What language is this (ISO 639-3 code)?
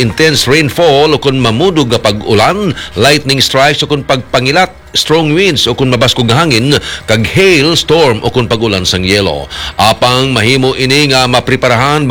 hil